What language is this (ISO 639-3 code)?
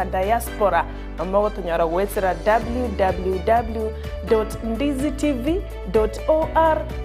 guz